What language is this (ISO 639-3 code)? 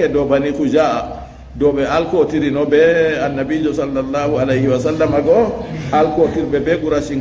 ful